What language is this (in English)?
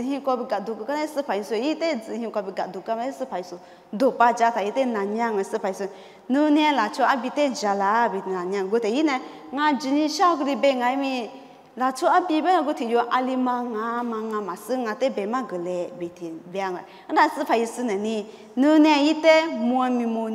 Lisu